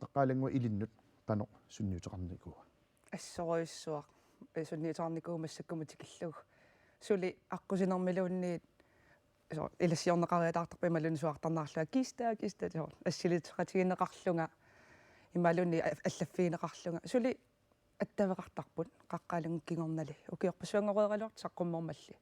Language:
Kalaallisut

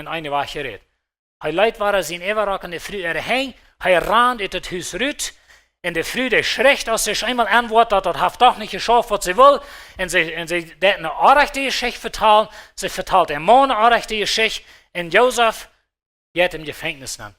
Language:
Plautdietsch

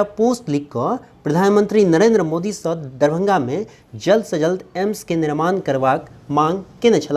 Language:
Maithili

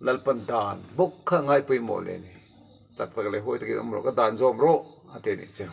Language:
Mizo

